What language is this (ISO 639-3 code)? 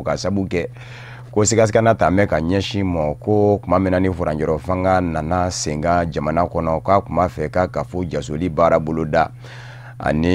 bam